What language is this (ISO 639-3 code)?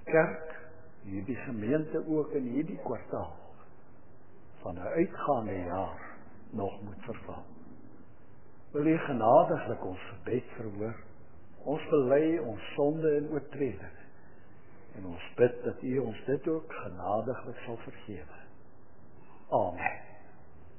afr